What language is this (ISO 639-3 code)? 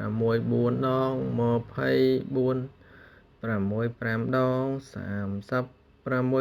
khm